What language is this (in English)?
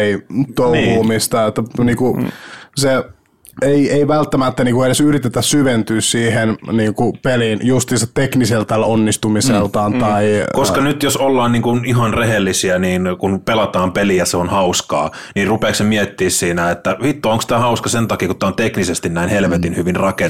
Finnish